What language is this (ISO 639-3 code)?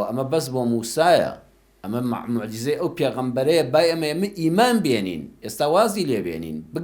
ckb